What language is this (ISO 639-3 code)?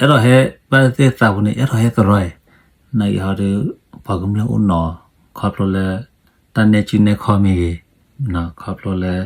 ksw